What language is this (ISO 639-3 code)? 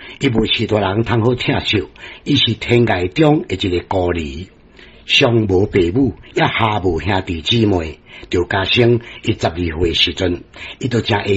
nan